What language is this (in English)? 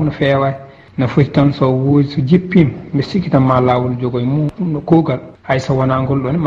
Fula